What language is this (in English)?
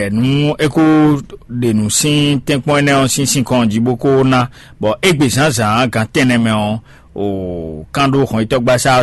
Fon